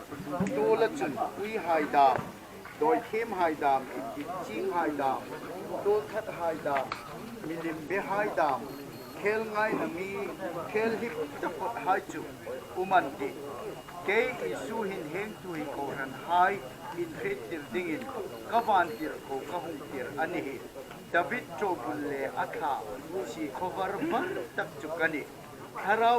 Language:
Hmar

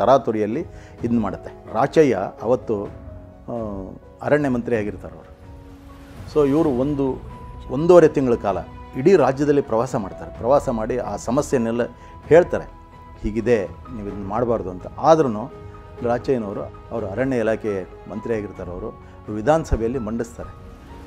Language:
Kannada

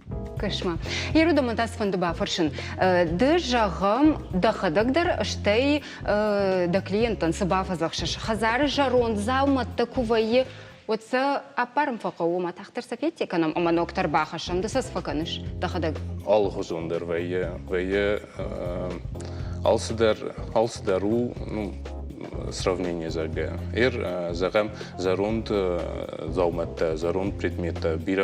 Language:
Ossetic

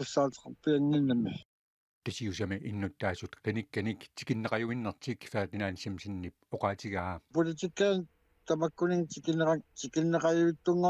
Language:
Kalaallisut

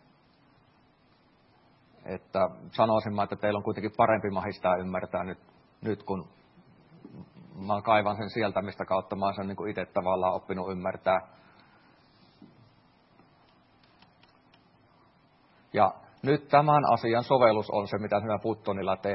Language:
Finnish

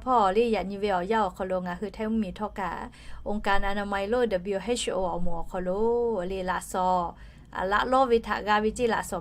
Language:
Lahu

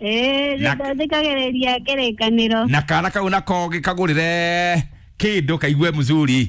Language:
Kikuyu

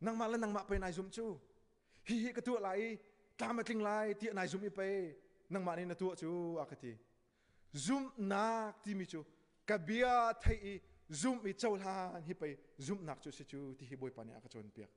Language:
Hakha Chin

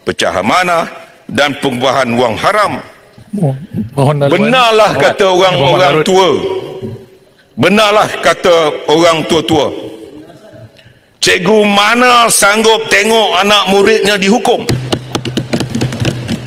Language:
Malay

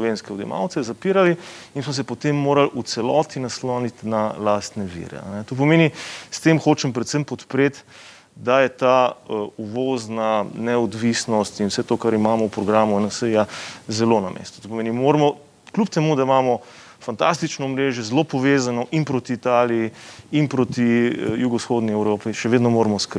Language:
Slovenian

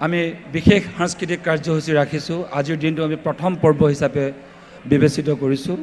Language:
Assamese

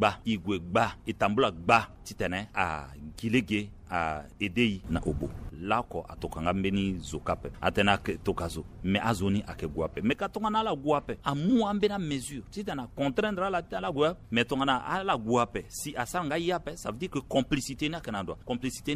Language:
Sango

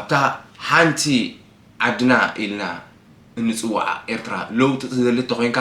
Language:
Tigrinya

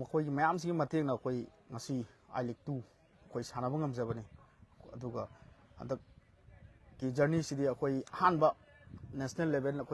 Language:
Manipuri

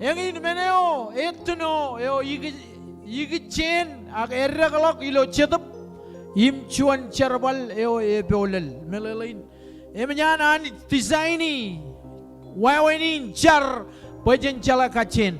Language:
Marshallese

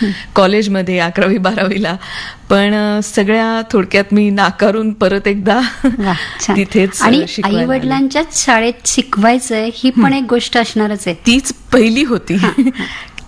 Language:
Marathi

